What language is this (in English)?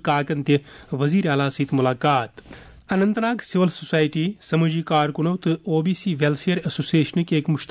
Kashmiri